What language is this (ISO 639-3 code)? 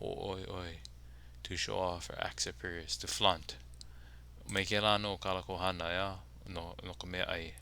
haw